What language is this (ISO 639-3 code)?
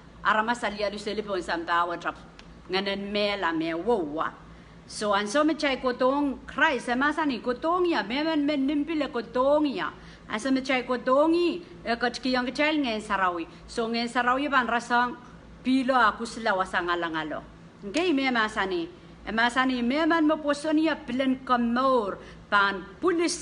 pon